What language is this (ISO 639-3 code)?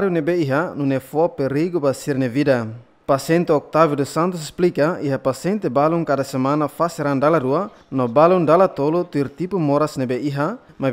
tet